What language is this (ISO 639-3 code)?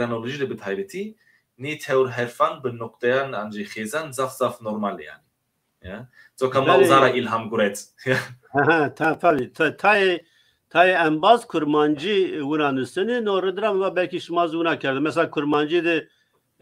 zza